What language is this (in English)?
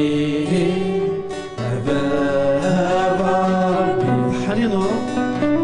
Kabyle